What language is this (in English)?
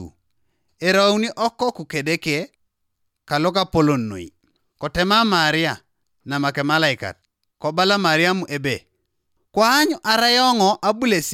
Teso